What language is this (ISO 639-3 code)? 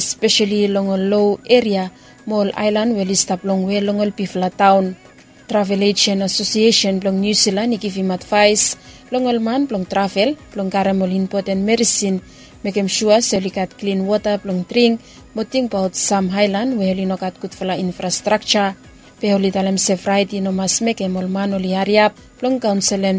bis